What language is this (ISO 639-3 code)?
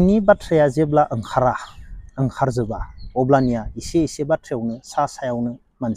brx